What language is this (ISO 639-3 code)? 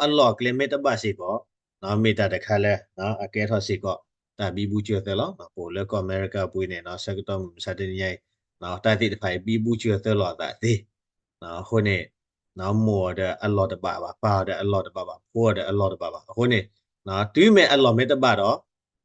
ksw